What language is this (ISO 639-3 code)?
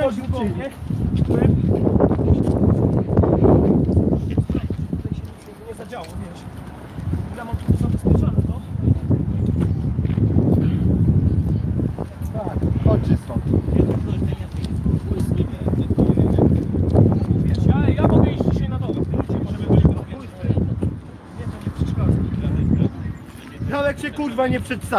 pol